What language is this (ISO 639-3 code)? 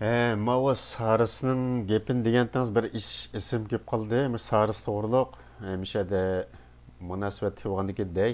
uig